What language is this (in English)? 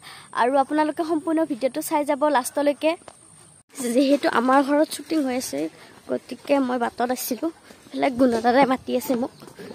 Assamese